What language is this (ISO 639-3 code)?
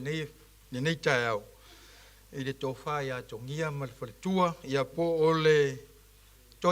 smo